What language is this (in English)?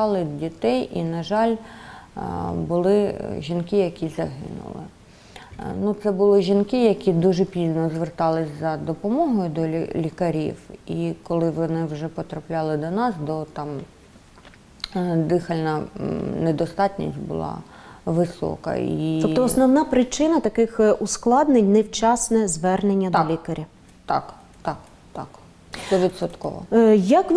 Ukrainian